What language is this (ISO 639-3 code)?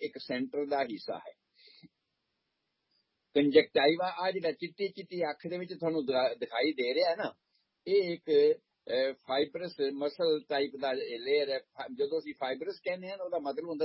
pan